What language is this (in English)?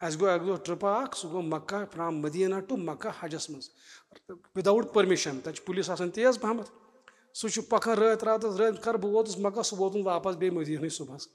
Kashmiri